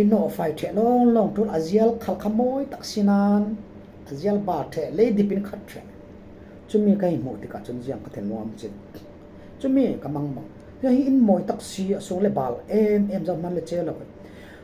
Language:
Falam Chin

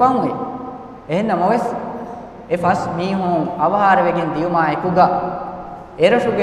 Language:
Divehi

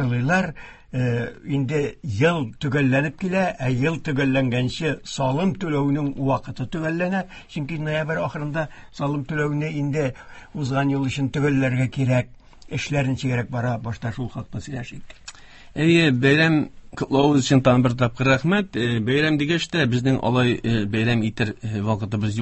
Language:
Tatar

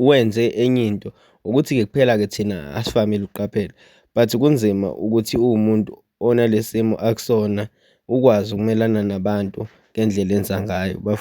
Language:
Zulu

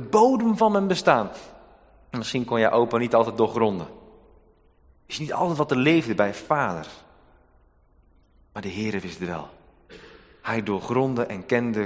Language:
Dutch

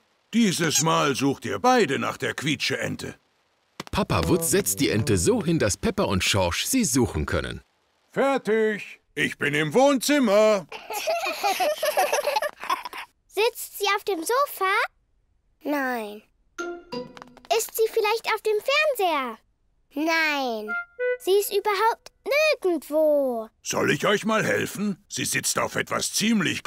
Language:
German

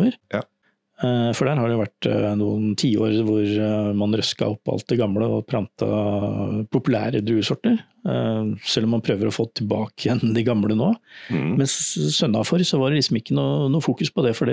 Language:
Norwegian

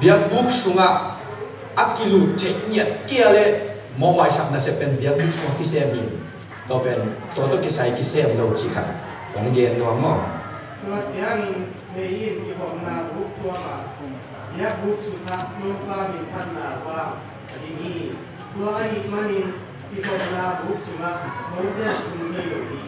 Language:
Tedim Chin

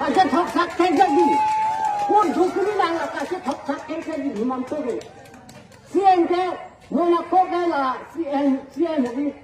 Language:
Karbi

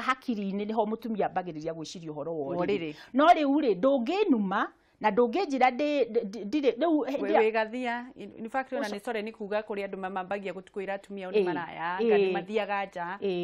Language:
Kikuyu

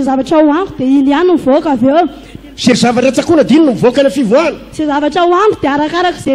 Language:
Malagasy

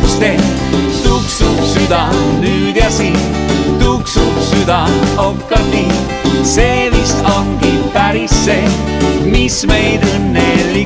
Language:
Estonian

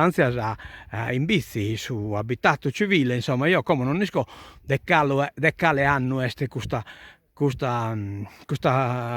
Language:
Sardinian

